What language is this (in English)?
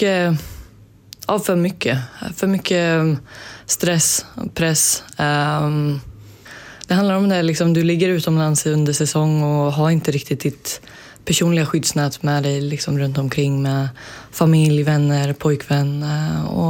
Swedish